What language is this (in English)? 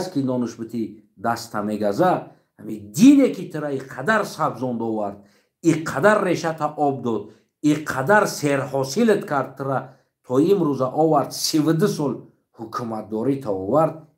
Tajik